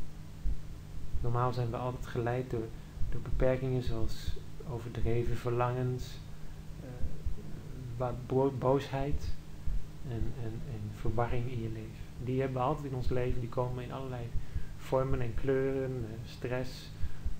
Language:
Dutch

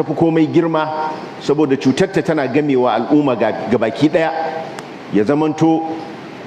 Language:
Hausa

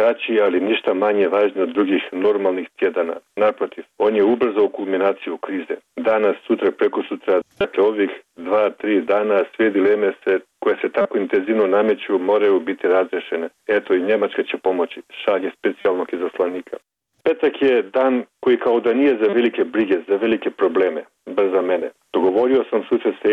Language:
Bosnian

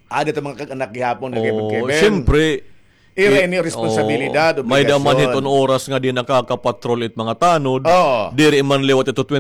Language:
Waray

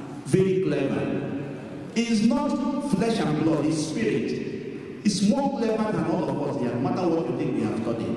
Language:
Igbo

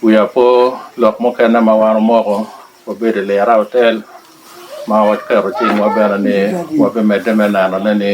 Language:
Lango (Uganda)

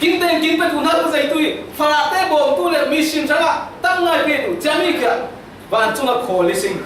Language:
Falam Chin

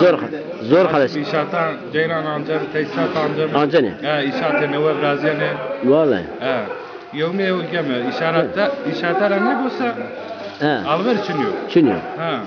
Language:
Zaza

